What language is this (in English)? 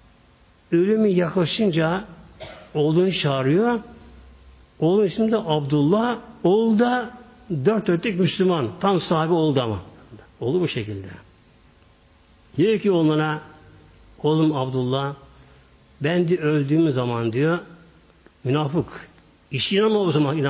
Turkish